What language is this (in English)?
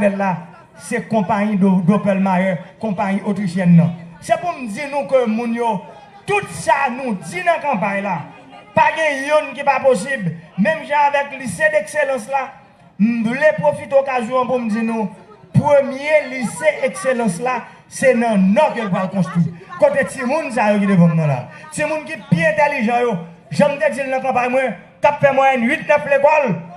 Haitian Creole